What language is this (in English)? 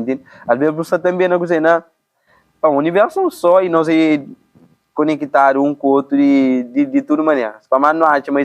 Kabuverdianu